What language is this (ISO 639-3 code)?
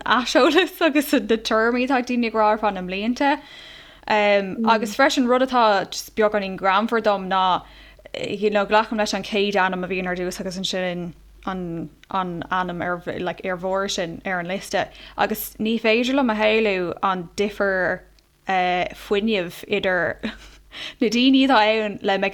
gle